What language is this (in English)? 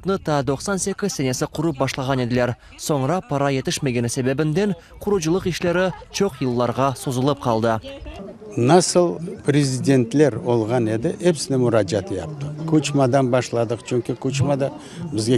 Crimean Tatar